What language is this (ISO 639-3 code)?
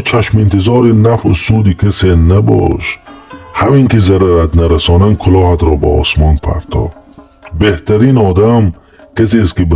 tgk